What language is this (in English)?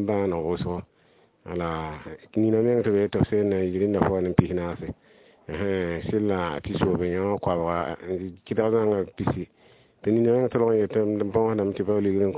Mossi